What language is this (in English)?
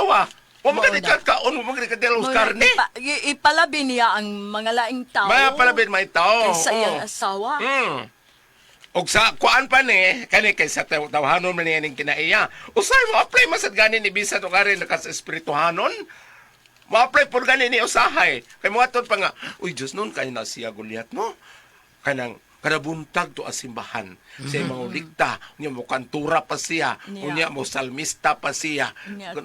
Cebuano